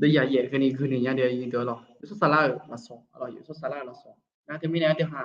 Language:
Akha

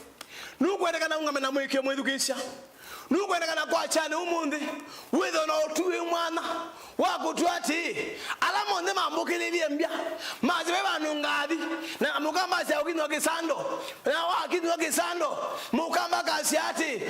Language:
Kamba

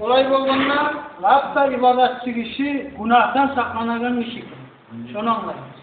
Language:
Kumyk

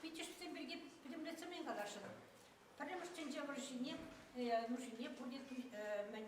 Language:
Chuvash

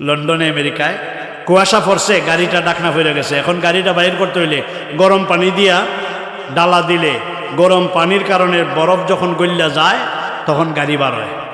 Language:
Sylheti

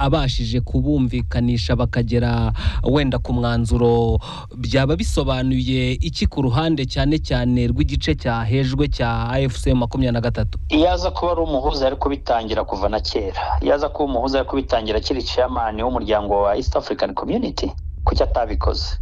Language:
Kinyarwanda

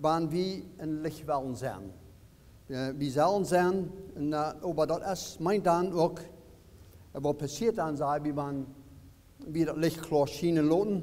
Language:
Plautdietsch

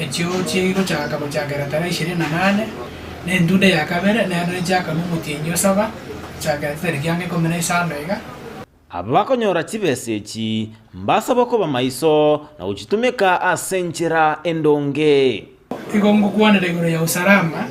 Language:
Gusii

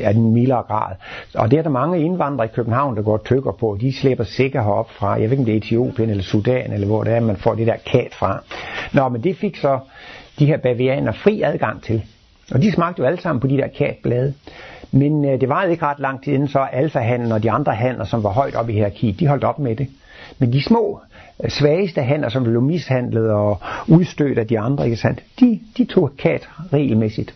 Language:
Danish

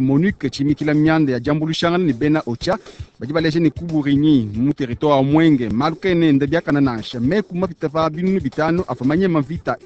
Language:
Luba-Lulua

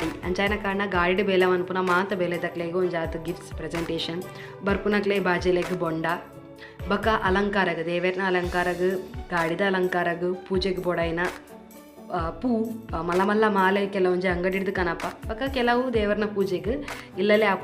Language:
Tulu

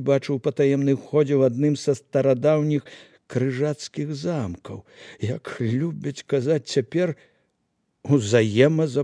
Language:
Belarusian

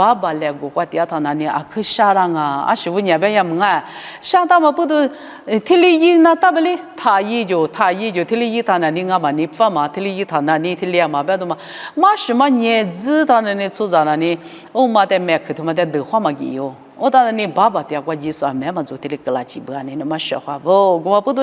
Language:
Lisu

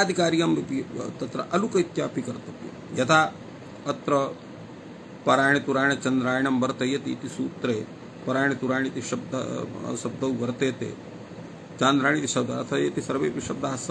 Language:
Sanskrit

